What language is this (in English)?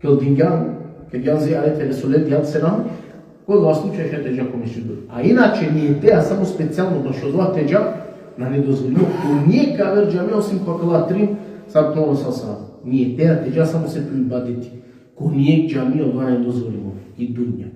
Balkan Romani